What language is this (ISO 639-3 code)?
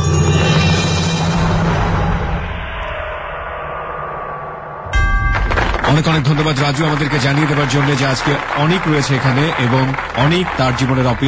ben